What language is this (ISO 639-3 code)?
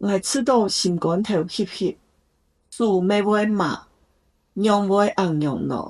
hak